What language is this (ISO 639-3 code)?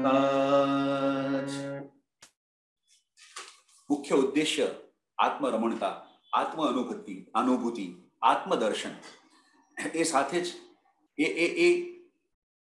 guj